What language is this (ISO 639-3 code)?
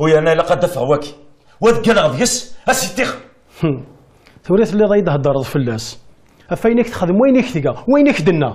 kab